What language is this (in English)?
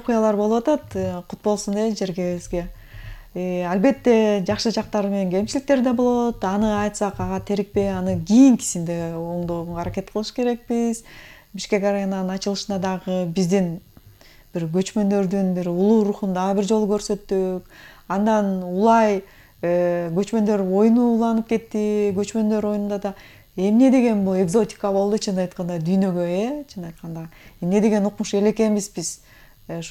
Kyrgyz